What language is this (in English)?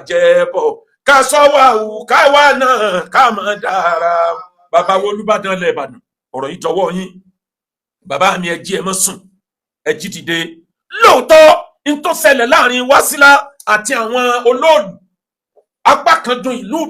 Yoruba